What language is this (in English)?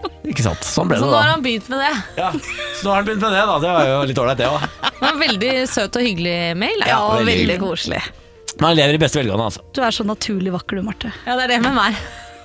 Norwegian